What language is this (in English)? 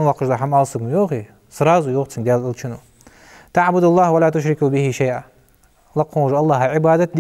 Ingush